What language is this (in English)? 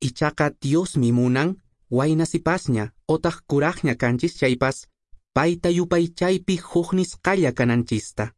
Quechua